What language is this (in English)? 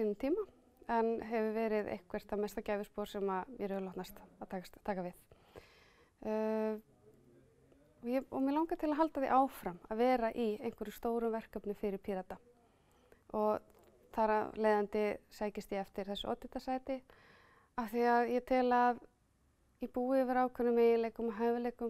Icelandic